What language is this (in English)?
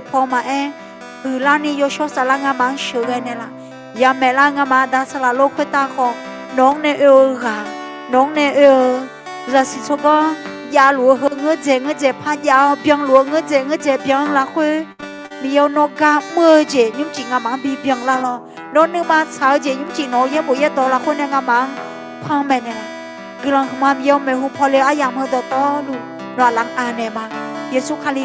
Akha